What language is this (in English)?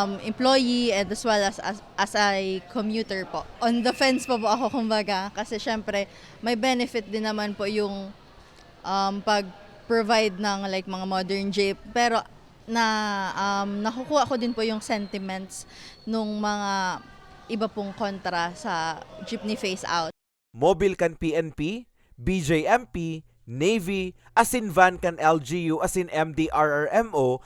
Bikol